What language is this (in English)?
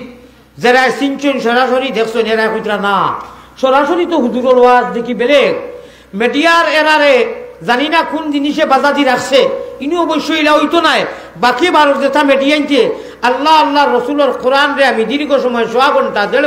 Sylheti